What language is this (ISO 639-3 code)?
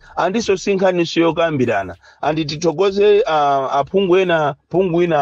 nya